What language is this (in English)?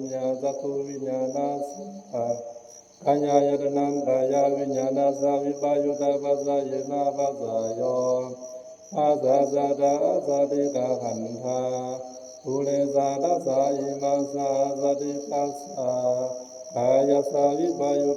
Pali